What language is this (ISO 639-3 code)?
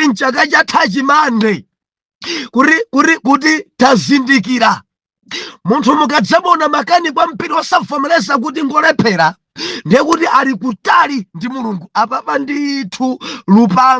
nya